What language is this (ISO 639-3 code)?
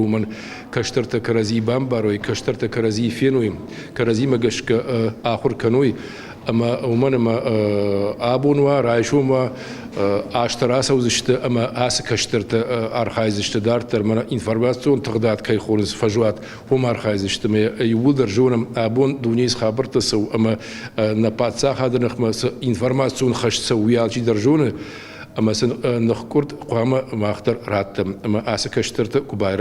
oss